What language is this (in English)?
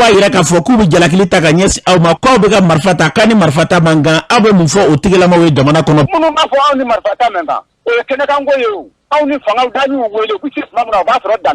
Bambara